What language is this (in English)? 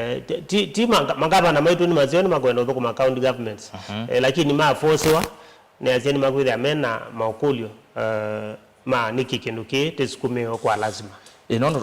Kamba